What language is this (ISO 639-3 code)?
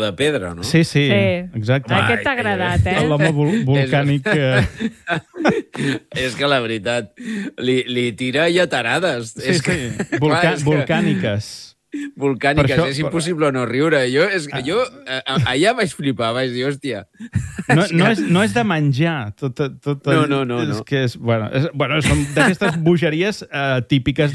cat